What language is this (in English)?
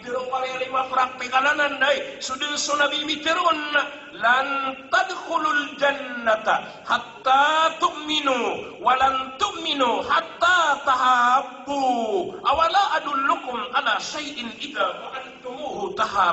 Maranao